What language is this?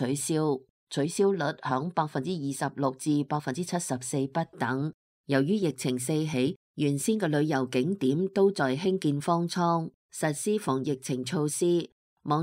Cantonese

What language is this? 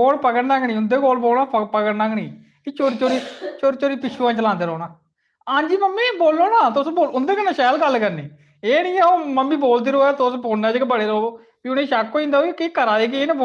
Dogri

